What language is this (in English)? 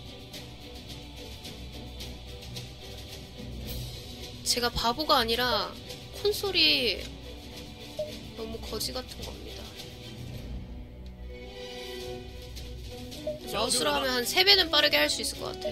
Korean